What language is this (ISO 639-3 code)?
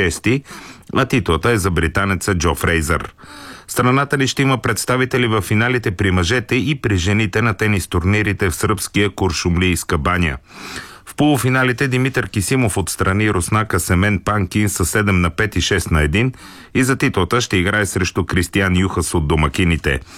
bul